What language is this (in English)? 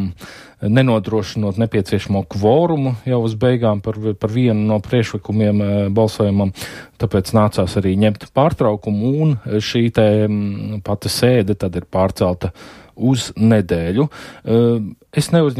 Latvian